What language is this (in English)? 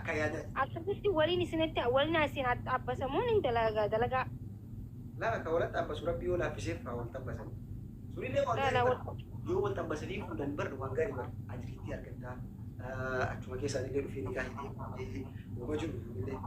Oromo